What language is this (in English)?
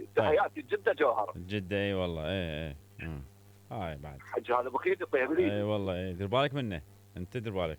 Mesopotamian Arabic